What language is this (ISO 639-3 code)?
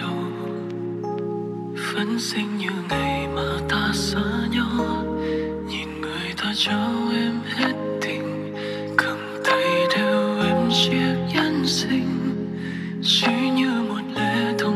vie